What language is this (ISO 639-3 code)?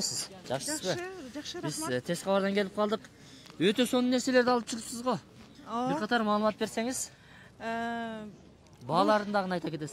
kir